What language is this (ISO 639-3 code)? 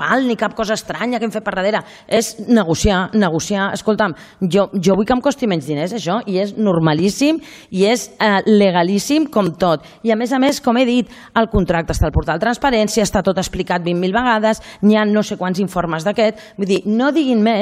cat